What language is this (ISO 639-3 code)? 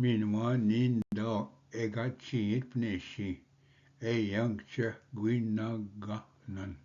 oji